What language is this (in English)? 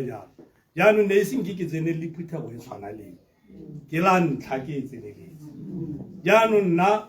Tswana